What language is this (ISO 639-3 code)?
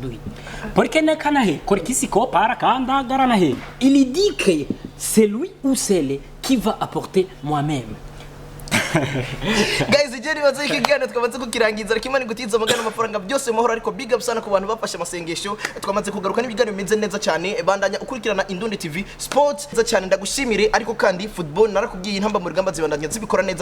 run